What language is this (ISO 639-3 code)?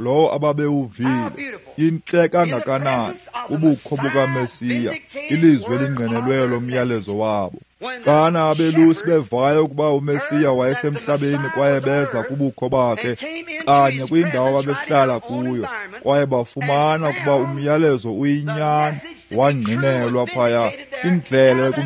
xho